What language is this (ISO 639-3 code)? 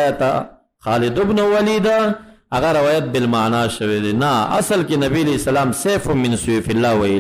pus